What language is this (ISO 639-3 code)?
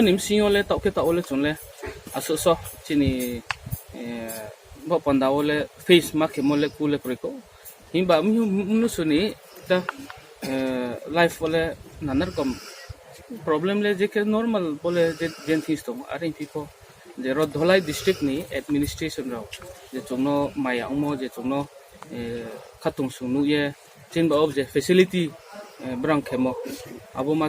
ria